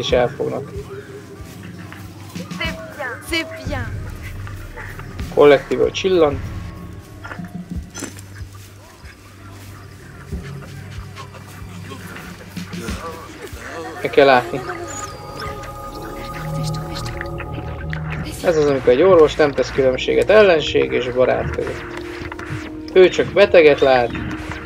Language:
Hungarian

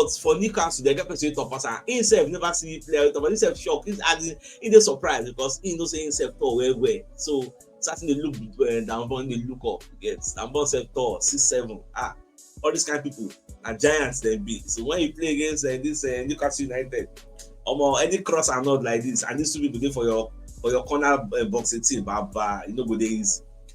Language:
Nigerian Pidgin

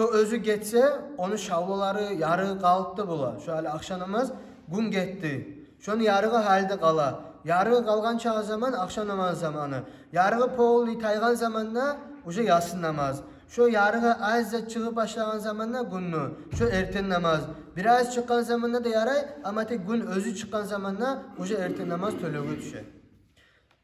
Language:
Kumyk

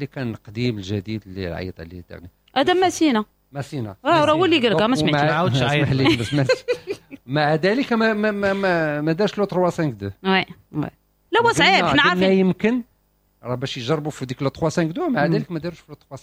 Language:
Moroccan Arabic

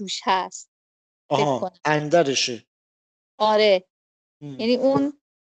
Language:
Persian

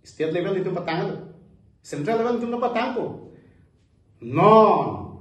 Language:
Karbi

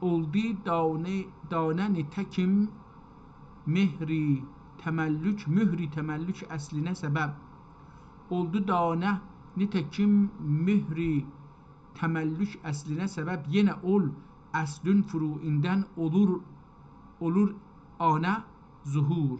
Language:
South Azerbaijani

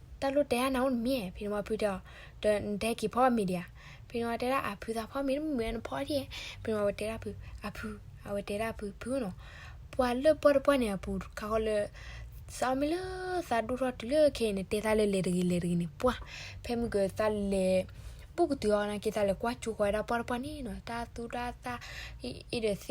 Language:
S'gaw Karen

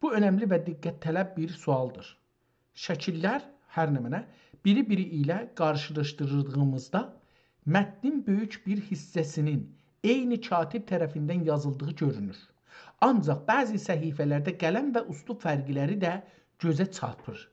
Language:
South Azerbaijani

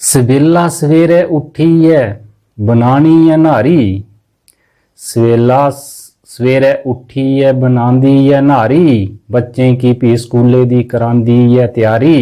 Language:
Dogri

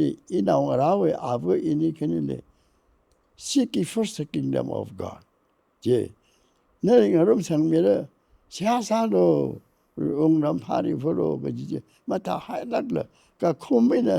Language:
Tangkhul Naga (India)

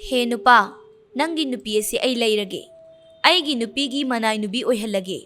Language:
Manipuri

